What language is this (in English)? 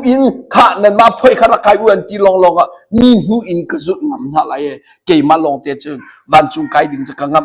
Hakha Chin